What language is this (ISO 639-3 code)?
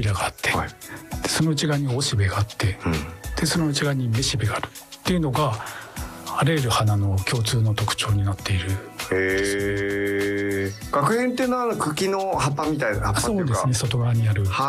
jpn